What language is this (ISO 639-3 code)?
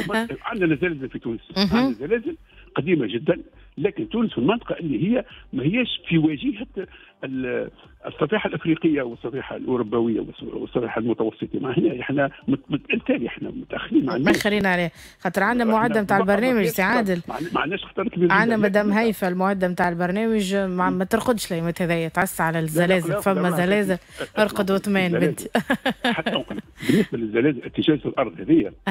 aeb